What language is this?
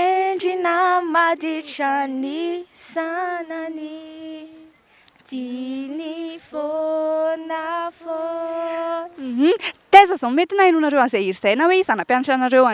Malagasy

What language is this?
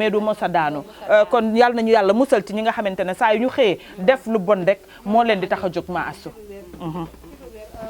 Wolof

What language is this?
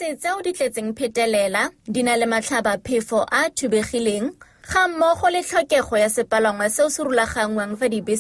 Tswana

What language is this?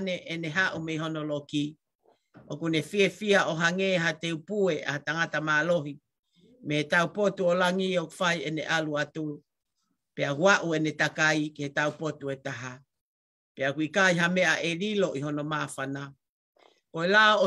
Tongan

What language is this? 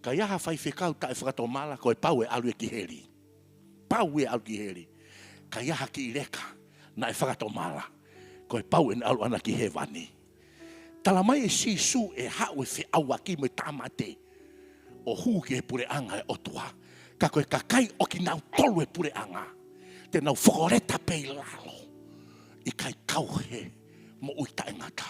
Tongan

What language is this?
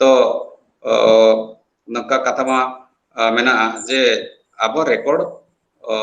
Santali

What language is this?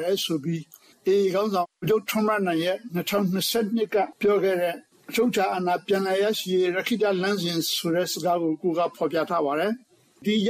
Burmese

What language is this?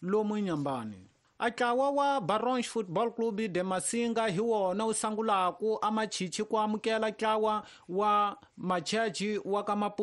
Tsonga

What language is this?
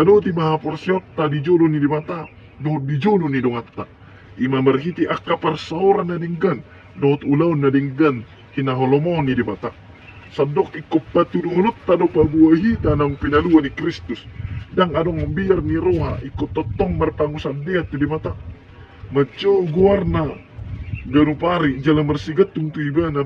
Batak Toba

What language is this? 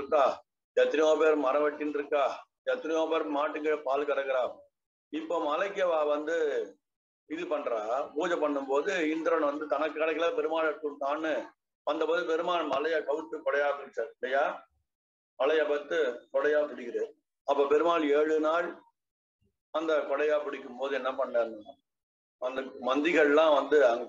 Tamil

